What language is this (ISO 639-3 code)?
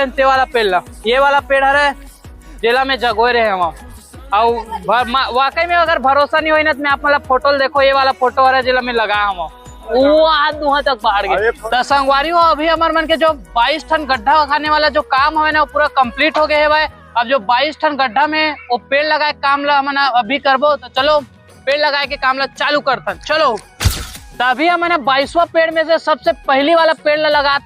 hne